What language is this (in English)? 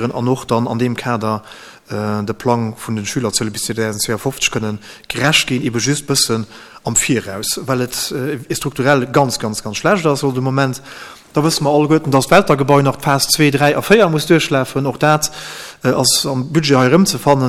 Luxembourgish